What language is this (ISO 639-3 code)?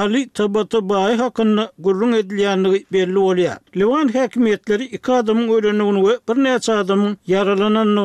tuk